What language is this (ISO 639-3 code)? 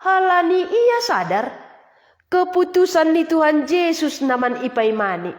bts